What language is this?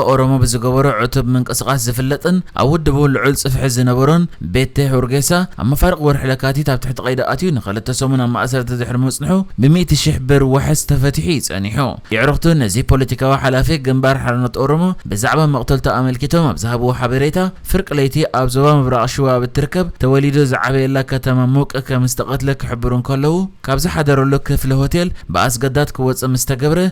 Tigrinya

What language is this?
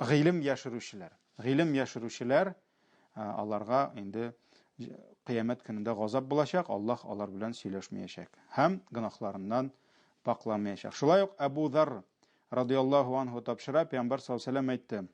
Tatar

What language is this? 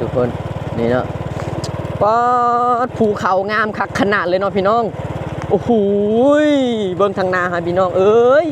Lao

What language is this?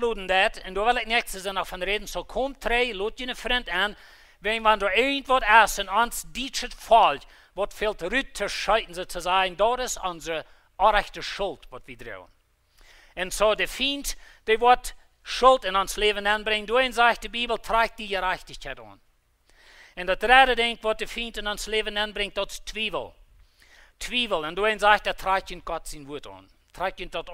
Plautdietsch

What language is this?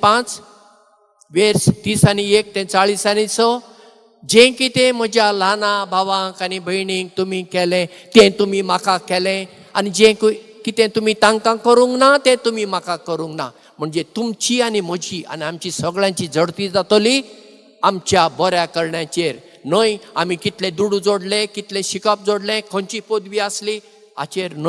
Konkani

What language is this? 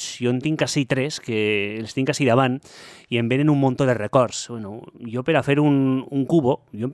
Catalan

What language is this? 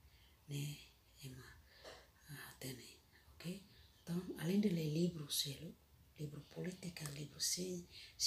Tetum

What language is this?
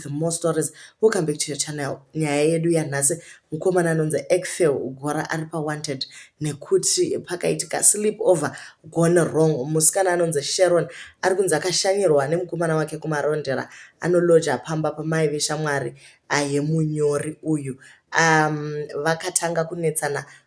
Shona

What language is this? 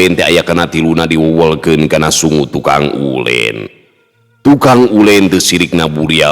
Sundanese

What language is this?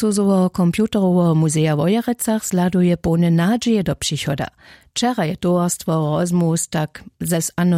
Upper Sorbian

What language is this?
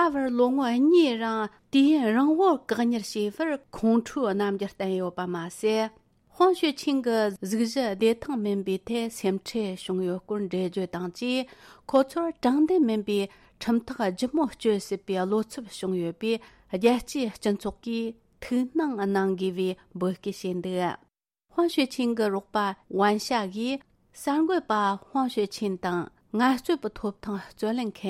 Tibetan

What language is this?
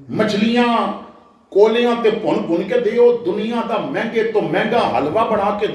Western Panjabi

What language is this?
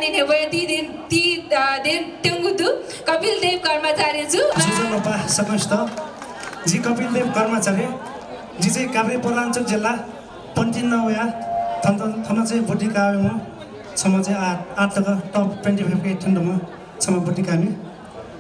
Newari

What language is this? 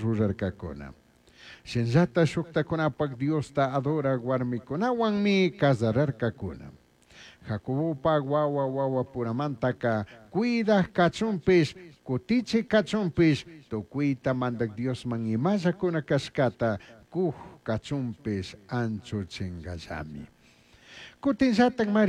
Chimborazo Highland Quichua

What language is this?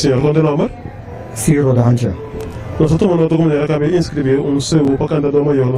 Papiamento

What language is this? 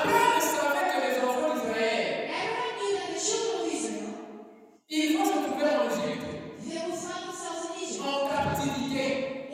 French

